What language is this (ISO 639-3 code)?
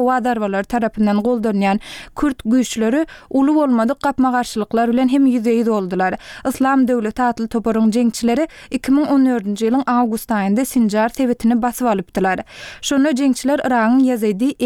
tuk